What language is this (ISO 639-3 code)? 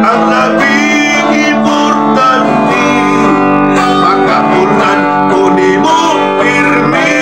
ceb